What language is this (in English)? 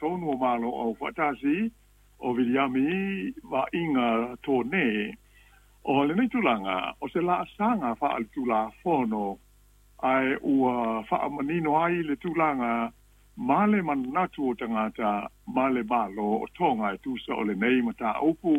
Samoan